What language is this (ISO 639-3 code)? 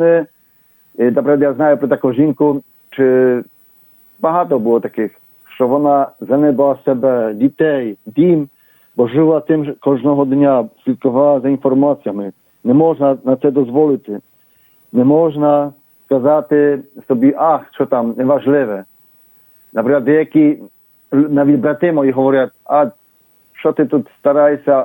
ukr